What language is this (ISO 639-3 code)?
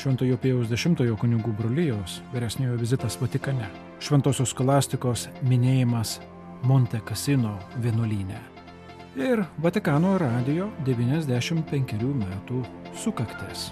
lit